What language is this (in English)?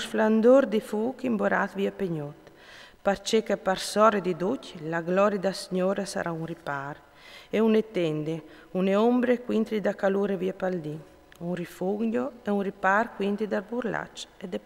Friulian